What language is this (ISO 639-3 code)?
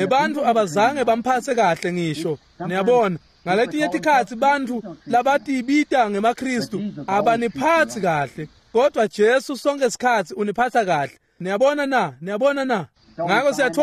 ssw